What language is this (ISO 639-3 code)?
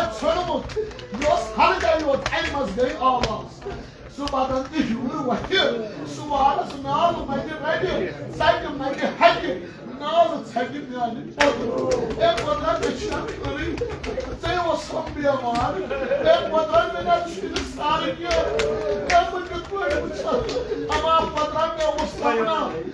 kas